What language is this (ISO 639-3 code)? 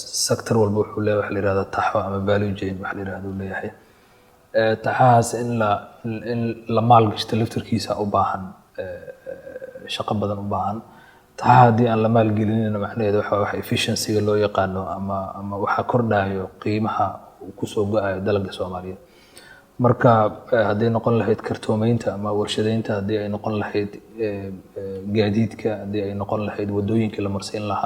som